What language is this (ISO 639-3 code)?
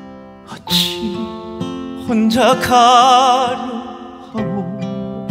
kor